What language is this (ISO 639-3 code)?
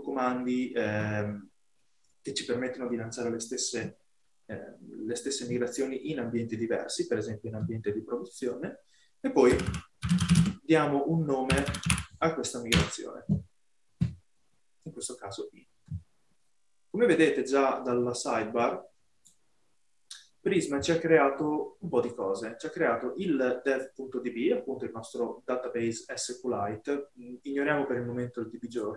ita